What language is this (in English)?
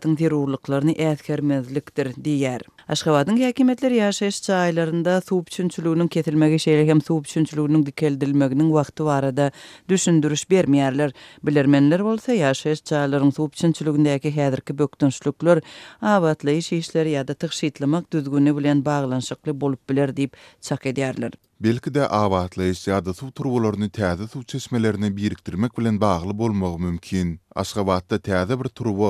Turkmen